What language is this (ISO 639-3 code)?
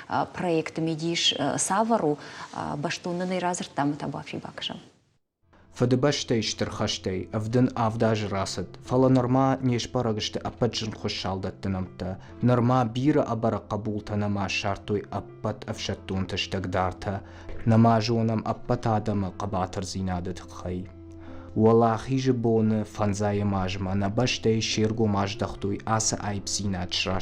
oss